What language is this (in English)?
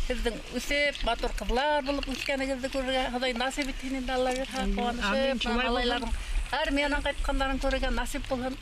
Bashkir